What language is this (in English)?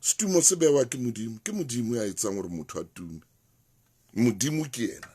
Southern Sotho